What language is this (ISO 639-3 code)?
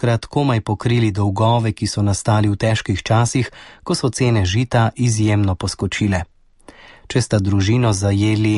slv